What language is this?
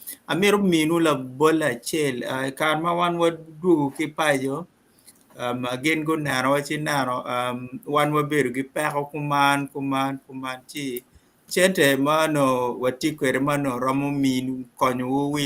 Acoli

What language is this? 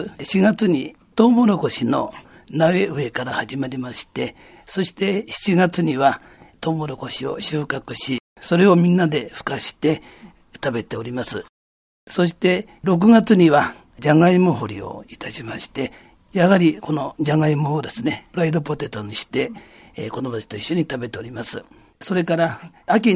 Japanese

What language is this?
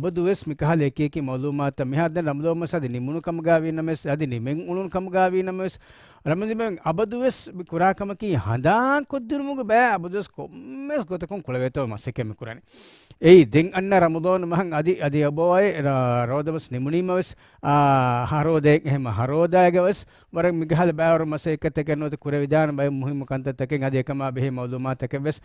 Divehi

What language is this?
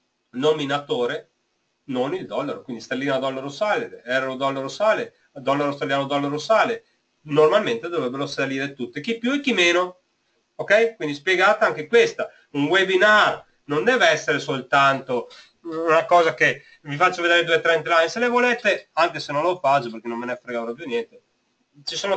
Italian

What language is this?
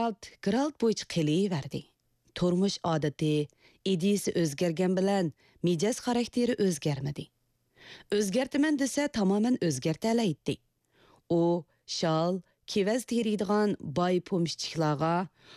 Uyghur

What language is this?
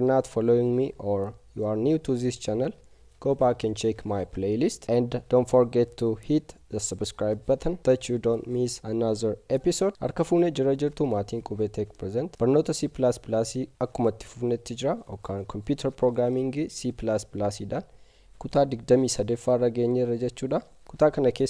Oromo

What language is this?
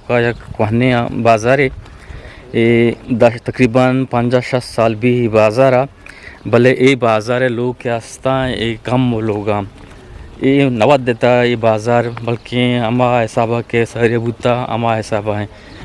Eastern Balochi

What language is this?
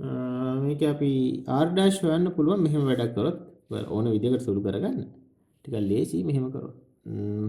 Sinhala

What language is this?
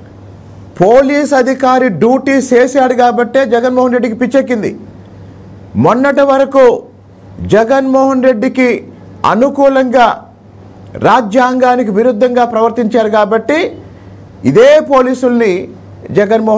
Telugu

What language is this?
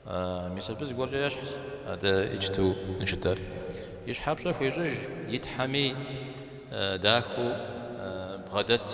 Kabardian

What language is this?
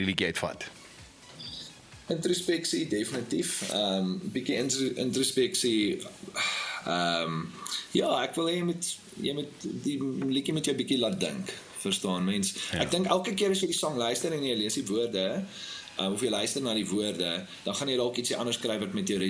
Afrikaans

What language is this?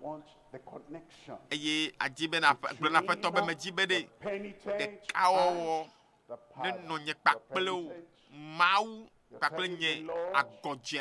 Ewe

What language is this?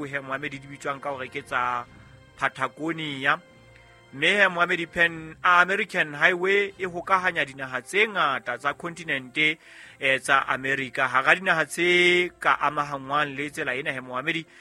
Southern Sotho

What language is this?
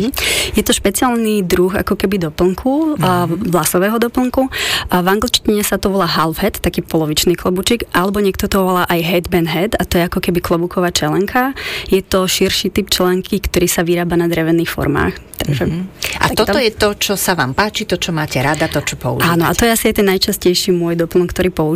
Slovak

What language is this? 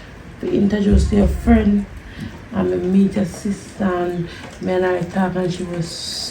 Jamaican Creole English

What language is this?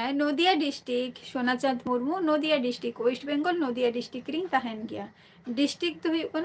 Santali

